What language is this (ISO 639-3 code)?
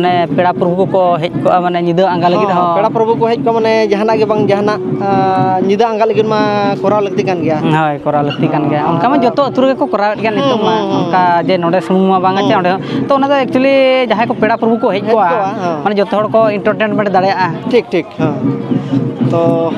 sat